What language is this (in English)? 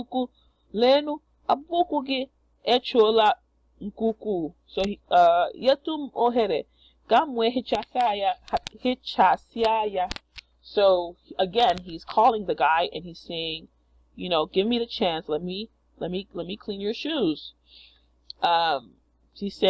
Igbo